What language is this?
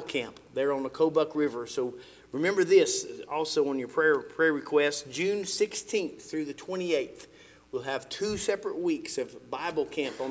English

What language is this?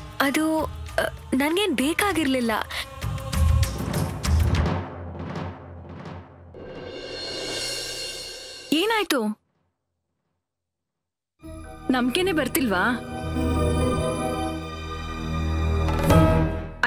Kannada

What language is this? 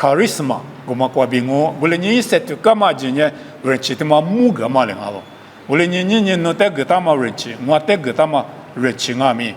Lisu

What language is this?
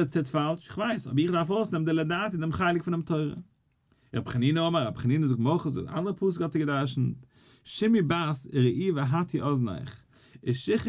Yiddish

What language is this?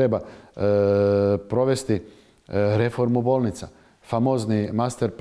Croatian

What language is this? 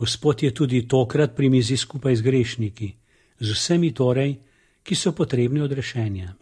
Slovenian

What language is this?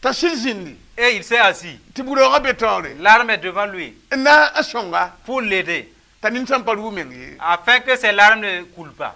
Mossi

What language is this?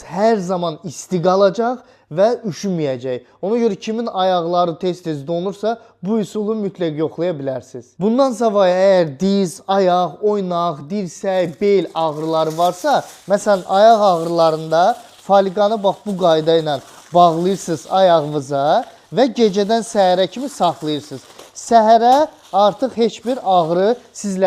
Azerbaijani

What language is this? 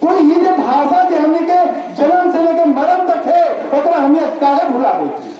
Magahi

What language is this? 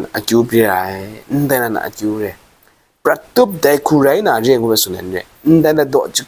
Kachin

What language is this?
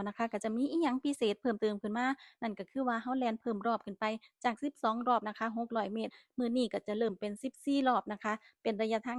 Northeastern Thai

